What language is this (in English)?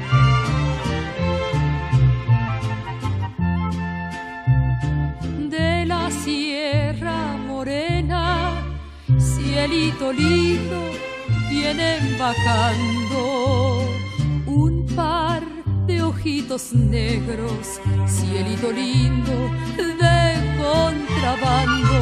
Spanish